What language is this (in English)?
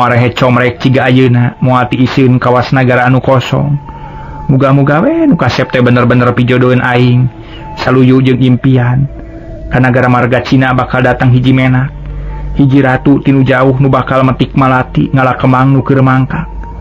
Sundanese